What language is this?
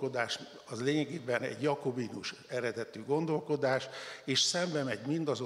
Hungarian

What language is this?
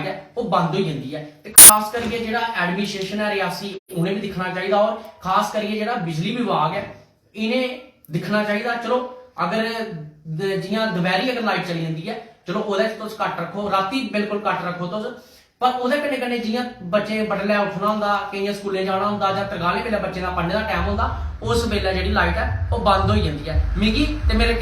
Dogri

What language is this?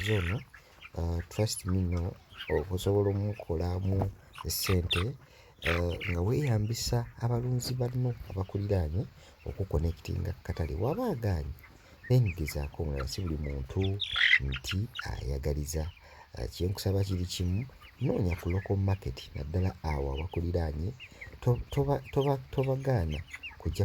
Ganda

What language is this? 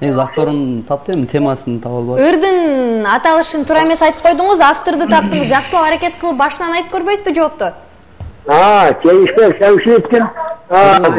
Kyrgyz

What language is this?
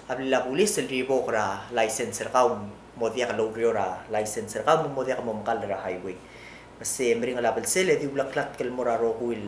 Palauan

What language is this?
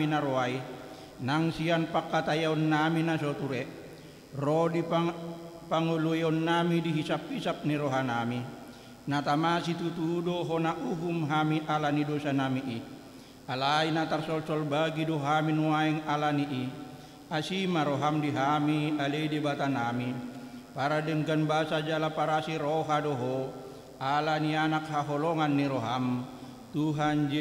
Batak Toba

